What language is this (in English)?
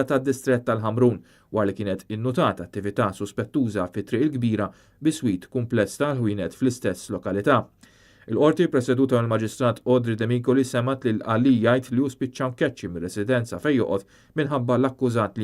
Maltese